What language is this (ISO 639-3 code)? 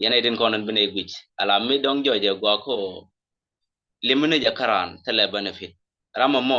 nus